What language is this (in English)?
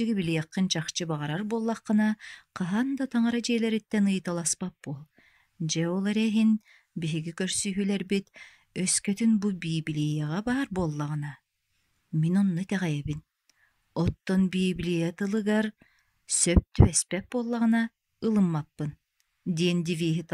Yakut